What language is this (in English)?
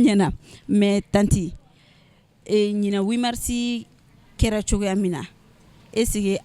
Bambara